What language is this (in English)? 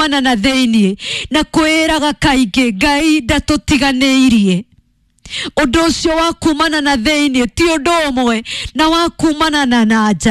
Kikuyu